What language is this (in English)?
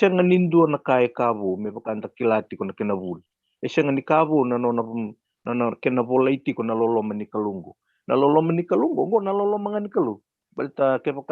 Fijian